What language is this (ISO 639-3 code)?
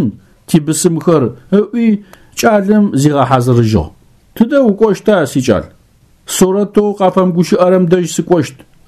ady